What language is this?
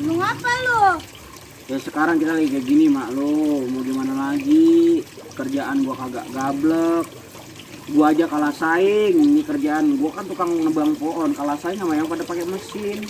Betawi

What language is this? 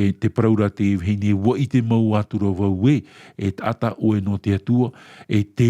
Tahitian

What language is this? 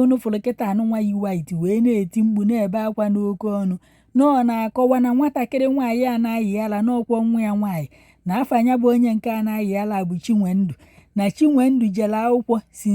Igbo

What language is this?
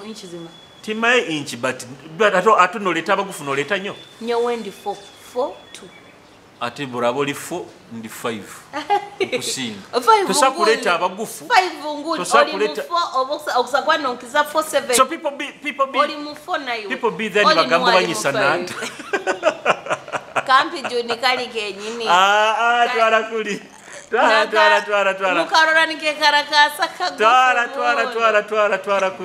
Nyoro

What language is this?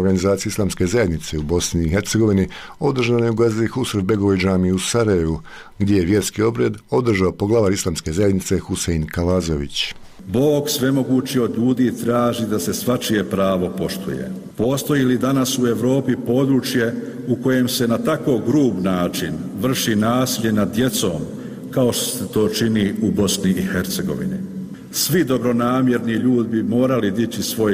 Bosnian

